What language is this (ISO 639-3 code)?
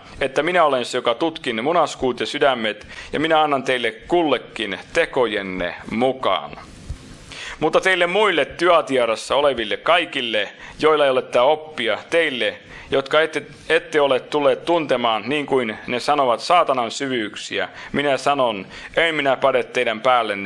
fin